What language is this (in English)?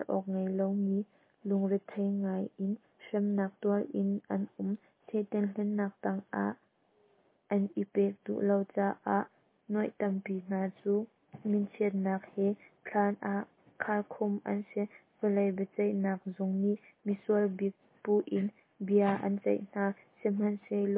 Hakha Chin